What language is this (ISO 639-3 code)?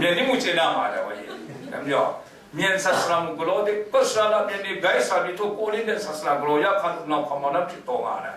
kac